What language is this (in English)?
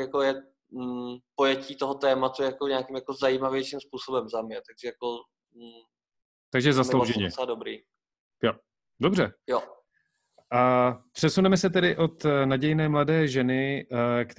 Czech